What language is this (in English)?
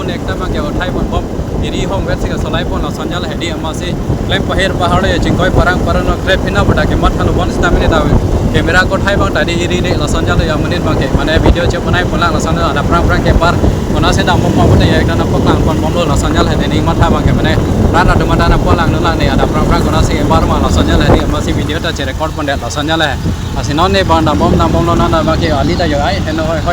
Karbi